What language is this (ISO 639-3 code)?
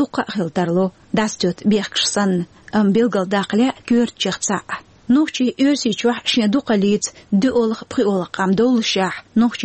che